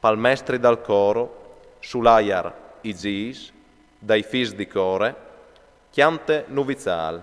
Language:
Friulian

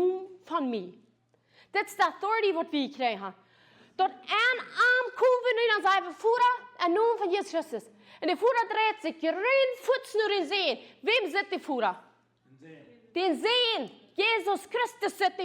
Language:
Plautdietsch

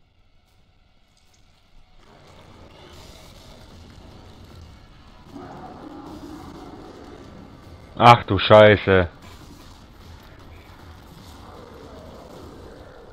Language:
German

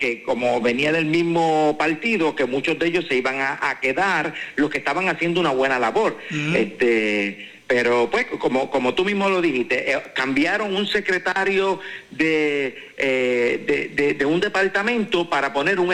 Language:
Spanish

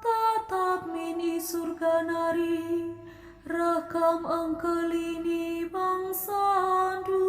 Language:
Batak Karo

